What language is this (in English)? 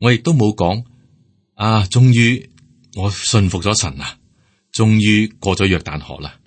Cantonese